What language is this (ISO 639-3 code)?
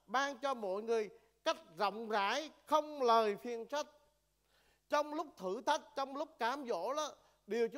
vie